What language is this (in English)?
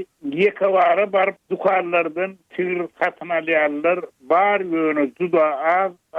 Turkmen